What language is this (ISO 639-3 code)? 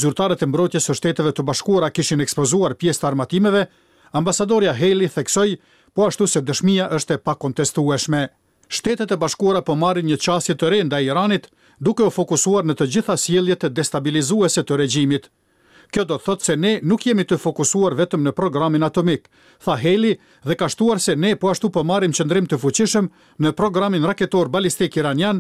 sqi